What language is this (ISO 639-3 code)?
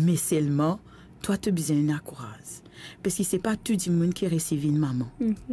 mfe